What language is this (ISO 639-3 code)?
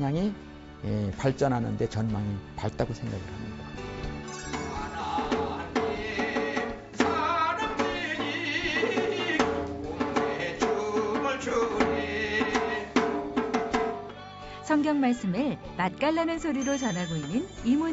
kor